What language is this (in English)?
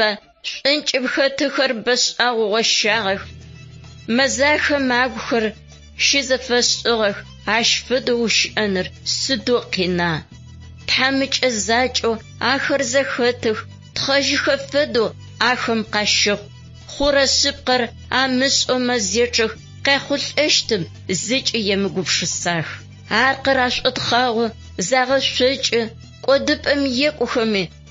Adyghe